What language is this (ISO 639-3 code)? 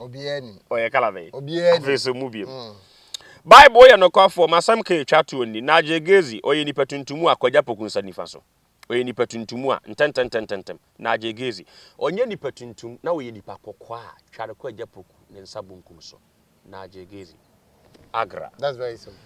aka